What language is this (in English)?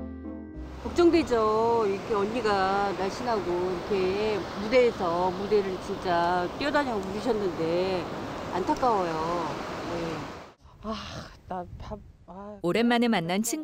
Korean